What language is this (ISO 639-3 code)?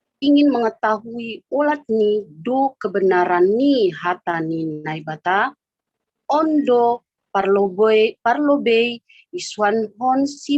bts